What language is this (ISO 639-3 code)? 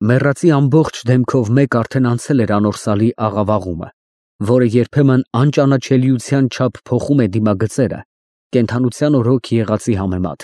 hye